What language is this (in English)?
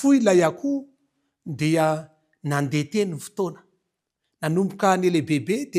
Malagasy